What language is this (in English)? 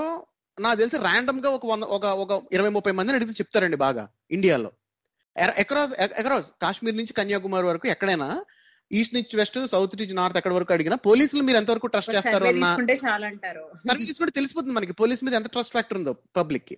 Telugu